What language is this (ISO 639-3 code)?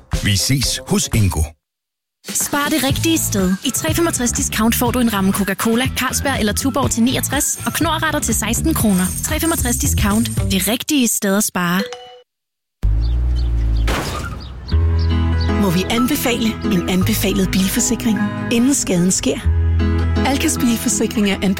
dan